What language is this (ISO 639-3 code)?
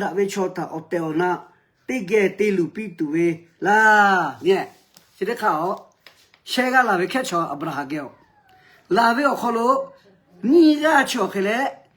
lhu